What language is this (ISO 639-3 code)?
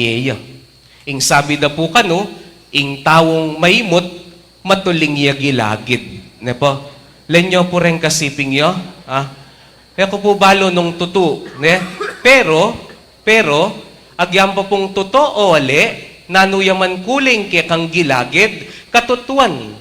pam